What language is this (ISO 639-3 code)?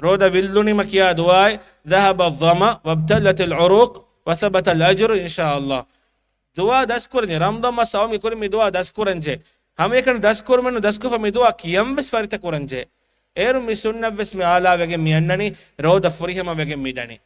div